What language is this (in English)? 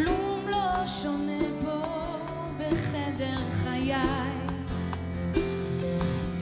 Hebrew